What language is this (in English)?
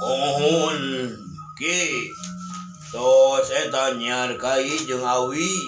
Sundanese